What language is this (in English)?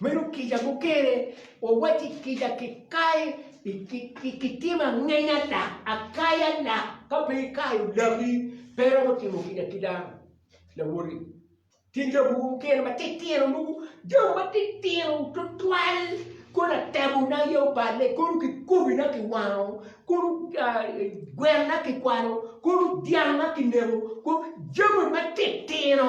Acoli